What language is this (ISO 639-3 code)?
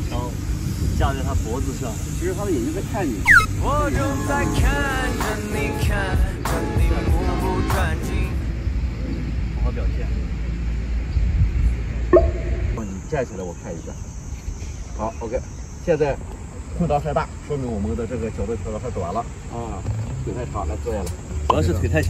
zho